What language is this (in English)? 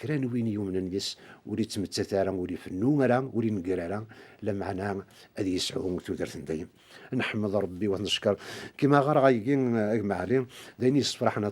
Kabyle